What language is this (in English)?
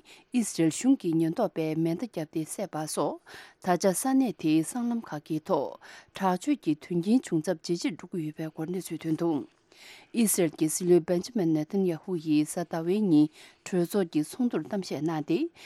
Tibetan